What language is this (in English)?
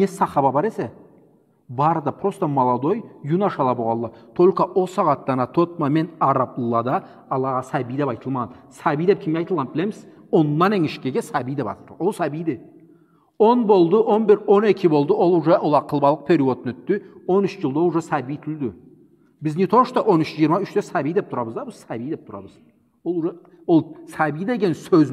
Karachay-Balkar